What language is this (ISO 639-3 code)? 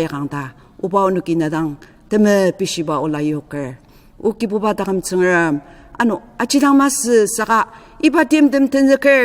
njo